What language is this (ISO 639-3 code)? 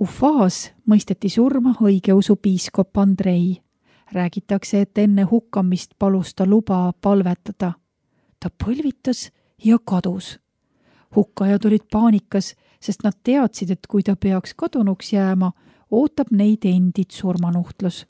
est